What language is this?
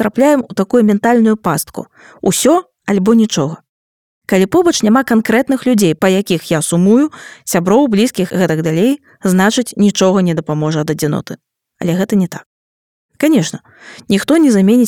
Belarusian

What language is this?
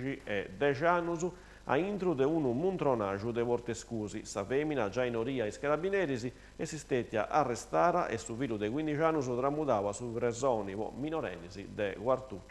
Sardinian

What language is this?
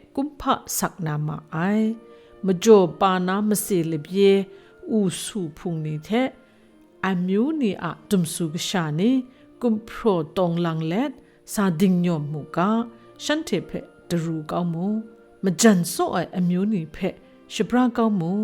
Kachin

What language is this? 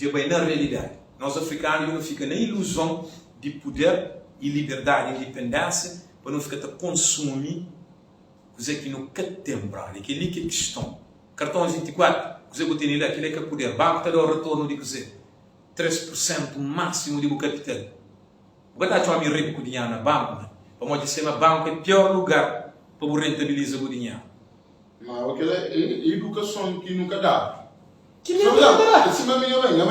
Kabuverdianu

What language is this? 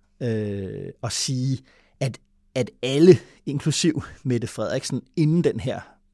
Danish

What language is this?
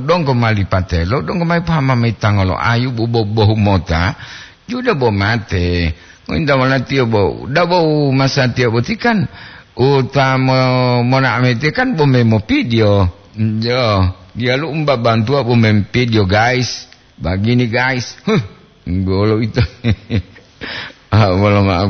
Gorontalo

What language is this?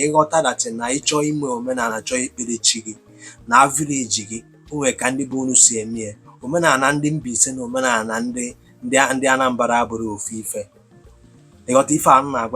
Igbo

